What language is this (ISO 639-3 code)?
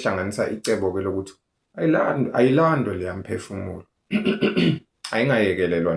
zul